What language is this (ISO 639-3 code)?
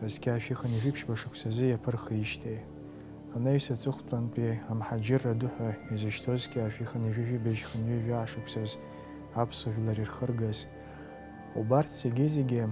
abk